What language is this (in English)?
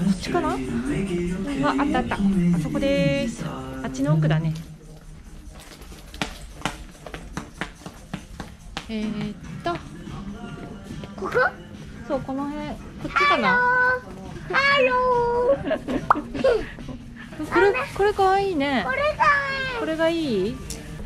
Japanese